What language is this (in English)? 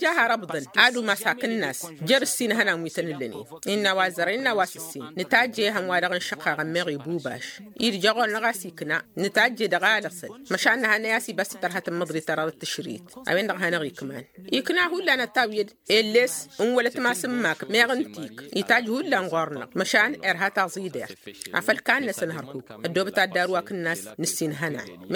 Tamasheq